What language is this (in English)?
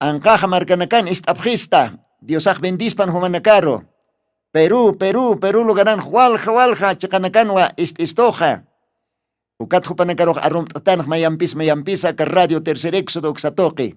Aymara